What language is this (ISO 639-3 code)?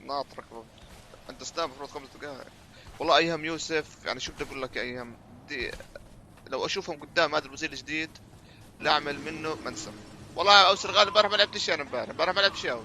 apc